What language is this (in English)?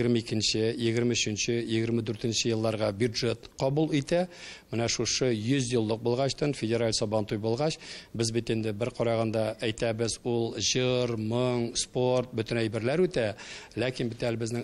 Tatar